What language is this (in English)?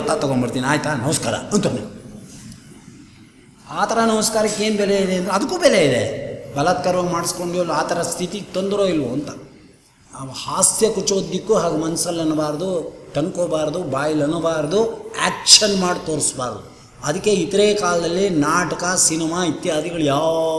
Kannada